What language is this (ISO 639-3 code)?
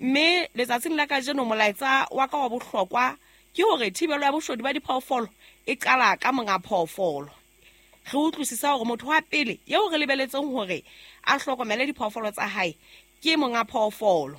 sot